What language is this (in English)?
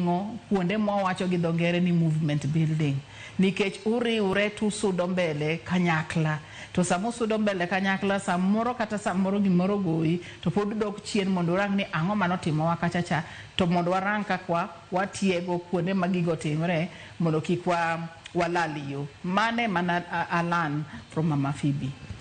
Luo (Kenya and Tanzania)